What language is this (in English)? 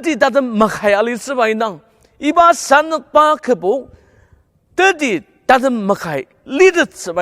Ao Naga